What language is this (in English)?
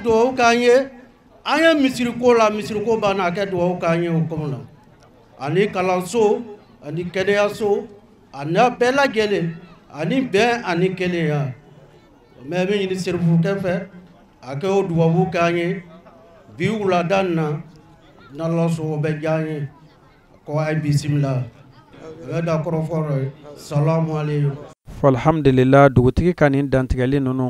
Bambara